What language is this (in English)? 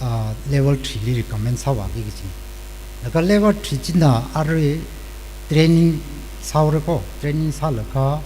Tangkhul Naga (India)